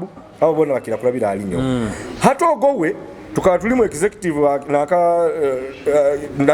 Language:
Nyoro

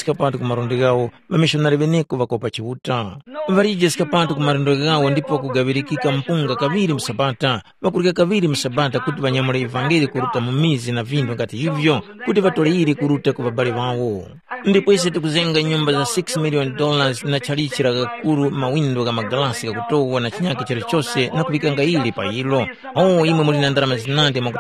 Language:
Tumbuka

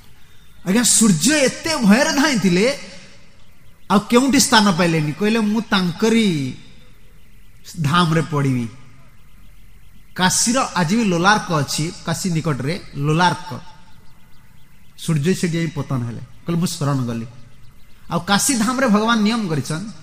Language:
Odia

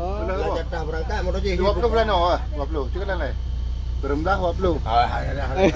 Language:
Achinese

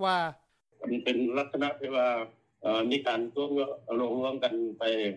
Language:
Lao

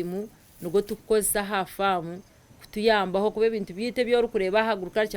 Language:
Nyankole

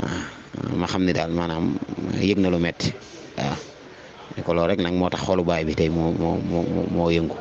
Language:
Wolof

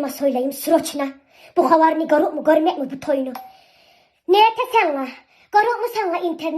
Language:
Kumyk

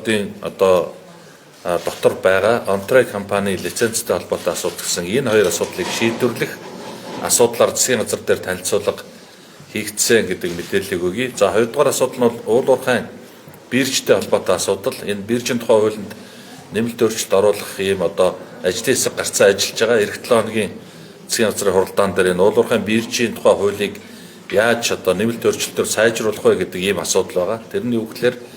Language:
Mongolian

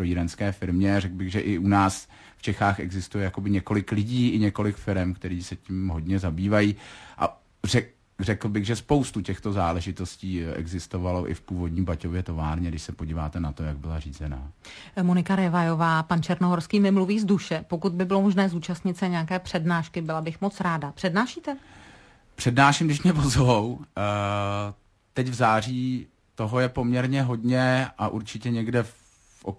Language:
Czech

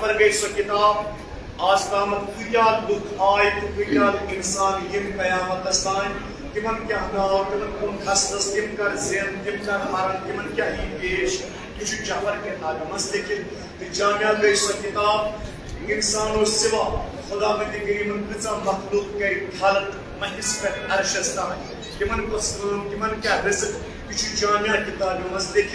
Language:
Kashmiri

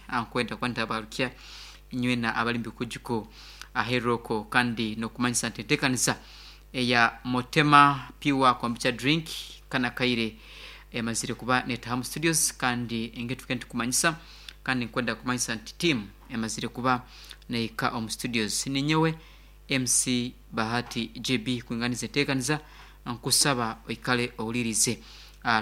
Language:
Nyankole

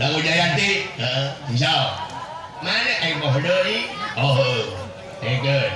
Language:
Sundanese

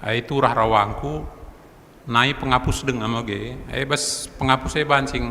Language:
Batak Karo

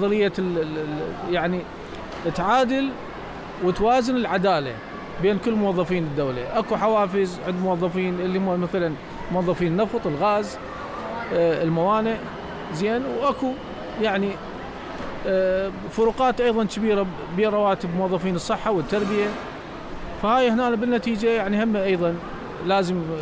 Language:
Mesopotamian Arabic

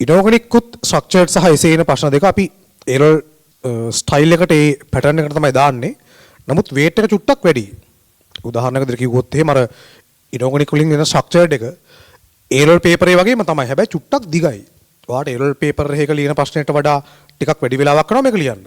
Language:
Sinhala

